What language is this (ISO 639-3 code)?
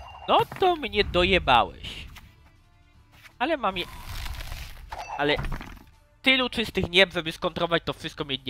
pol